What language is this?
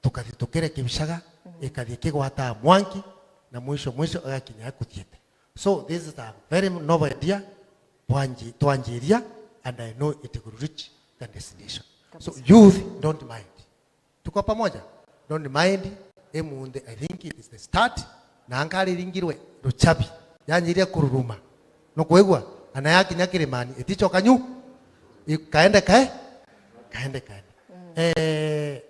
Meru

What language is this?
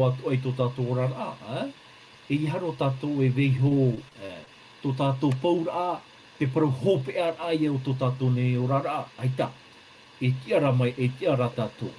Tahitian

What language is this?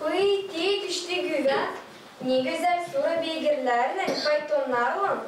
Gagauz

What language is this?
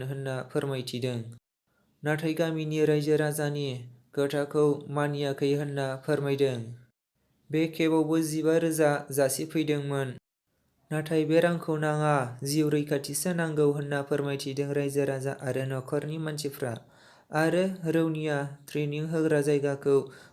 Bodo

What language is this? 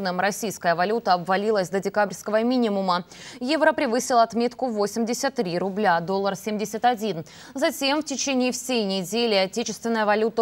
Russian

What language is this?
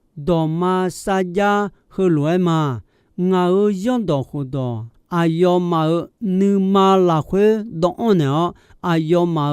Akha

